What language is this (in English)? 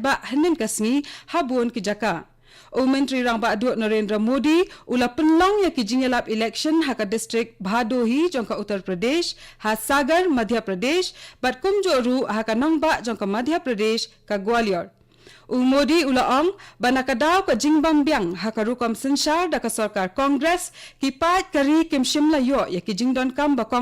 Khasi